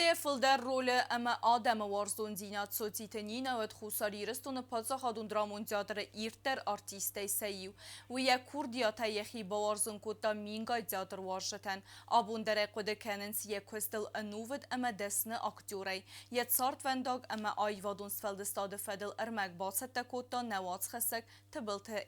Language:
Ossetic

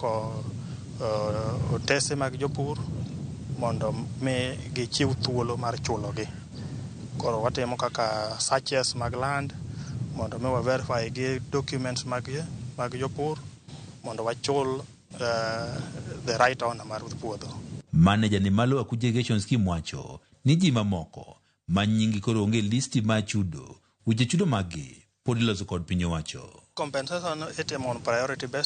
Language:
Luo (Kenya and Tanzania)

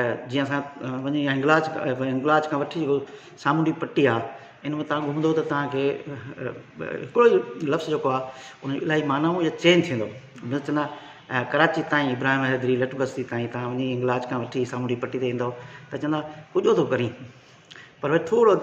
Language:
Sindhi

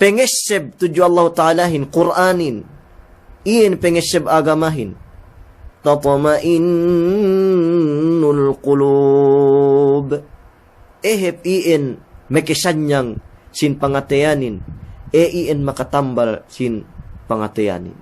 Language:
Yakan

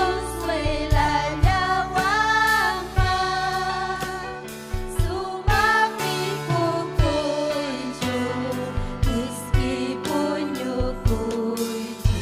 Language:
Ayacucho Quechua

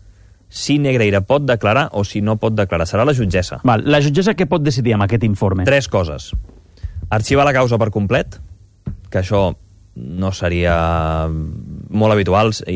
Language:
Catalan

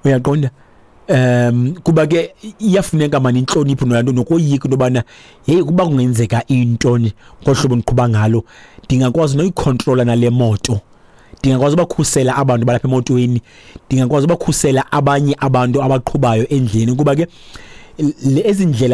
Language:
Xhosa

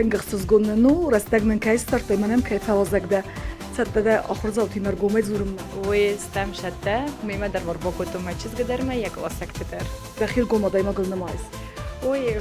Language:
Ossetic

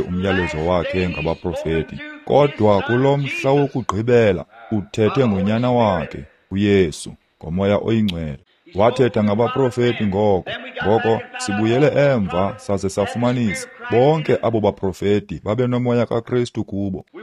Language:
Xhosa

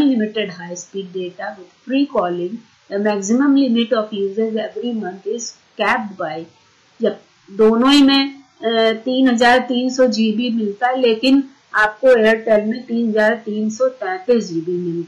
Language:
Hindi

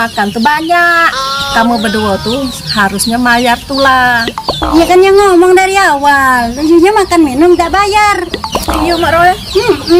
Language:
Musi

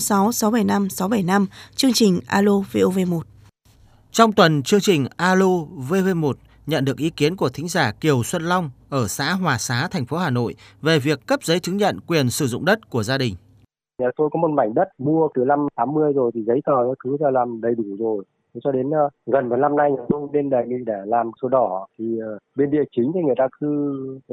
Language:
Vietnamese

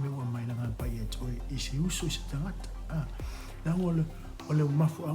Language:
Samoan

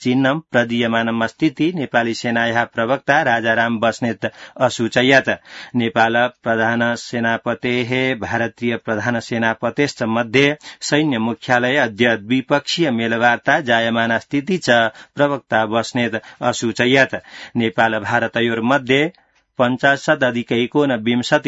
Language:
Sanskrit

